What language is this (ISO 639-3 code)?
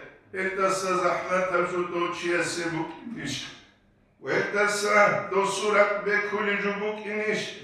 ava